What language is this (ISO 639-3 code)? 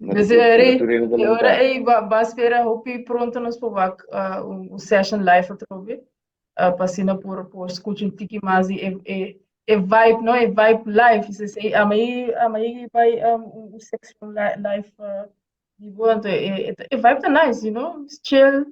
pap